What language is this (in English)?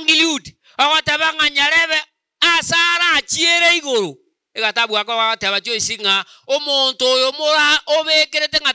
Gusii